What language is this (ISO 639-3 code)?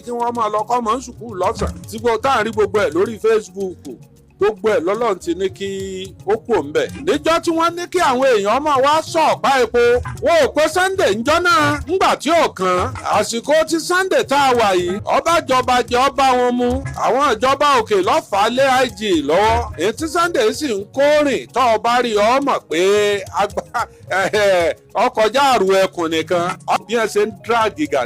yor